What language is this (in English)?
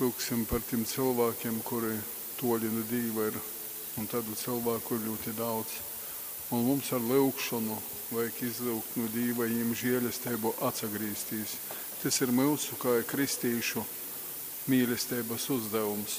Latgalian